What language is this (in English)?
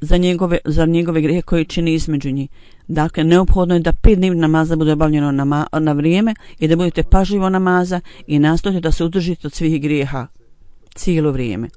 Bosnian